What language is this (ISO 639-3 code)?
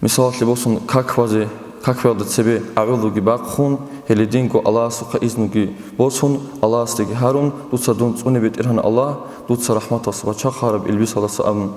ava